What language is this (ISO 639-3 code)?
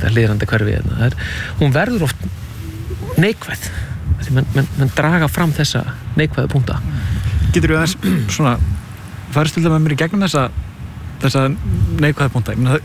isl